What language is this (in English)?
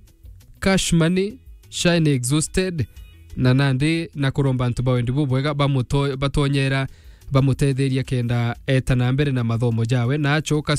Meru